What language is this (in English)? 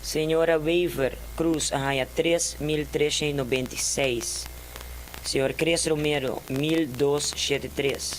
Papiamento